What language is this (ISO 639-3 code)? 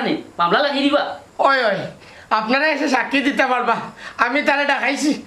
syl